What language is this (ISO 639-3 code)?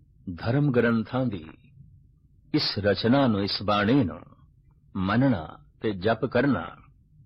pan